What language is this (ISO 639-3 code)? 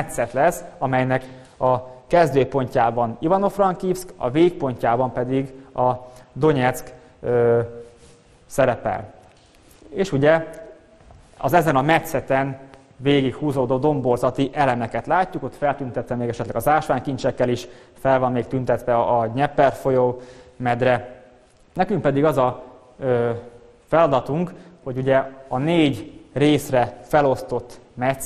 hun